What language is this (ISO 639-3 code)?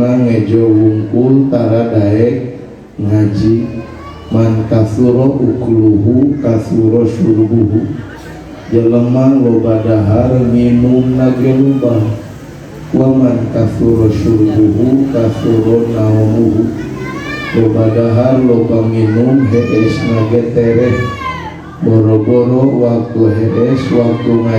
sun